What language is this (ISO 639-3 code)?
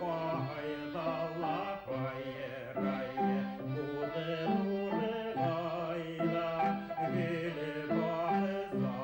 bak